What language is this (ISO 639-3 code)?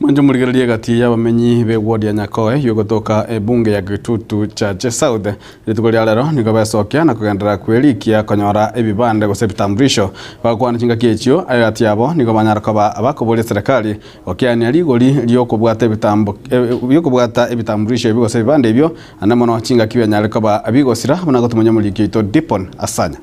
guz